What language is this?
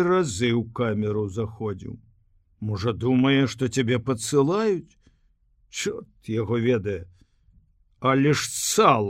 Belarusian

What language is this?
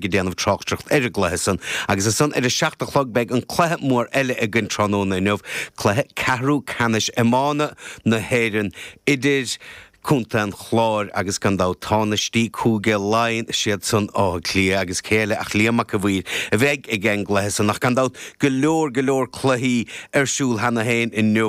Irish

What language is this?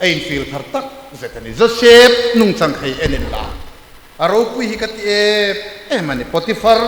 Hmar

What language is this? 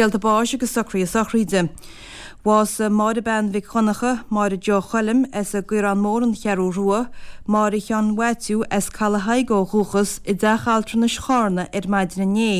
Irish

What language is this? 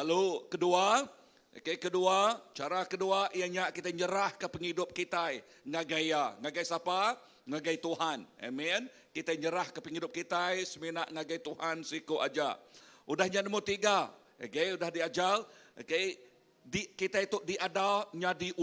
Iban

